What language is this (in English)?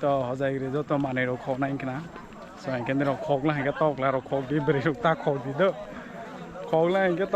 Kok Borok